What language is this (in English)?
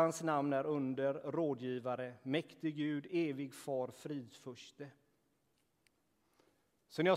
Swedish